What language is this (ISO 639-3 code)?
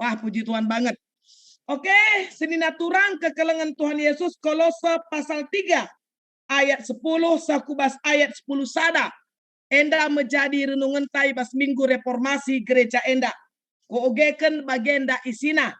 btx